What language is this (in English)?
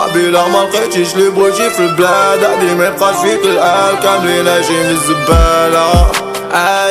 Moroccan Arabic